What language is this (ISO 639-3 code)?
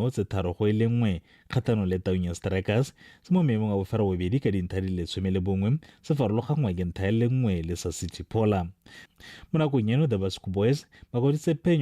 tsn